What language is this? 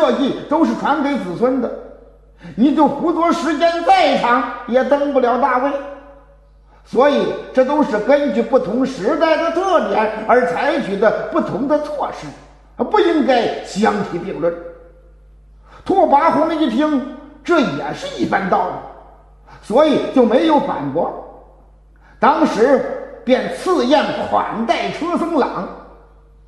Chinese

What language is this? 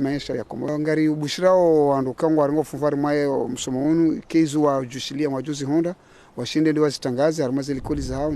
Ngazidja Comorian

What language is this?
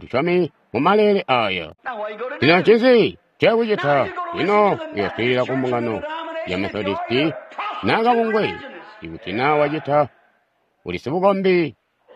Tonga (Zambia)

